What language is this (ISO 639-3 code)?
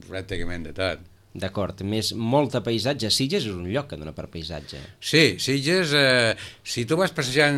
cat